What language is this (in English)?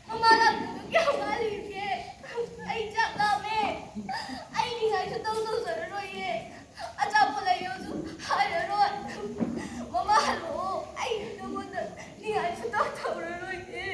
Manipuri